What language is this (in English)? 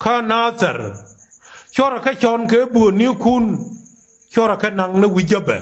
Nuer